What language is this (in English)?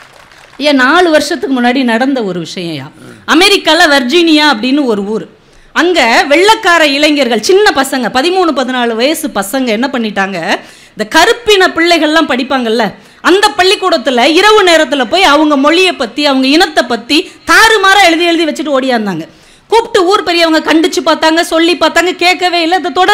Tamil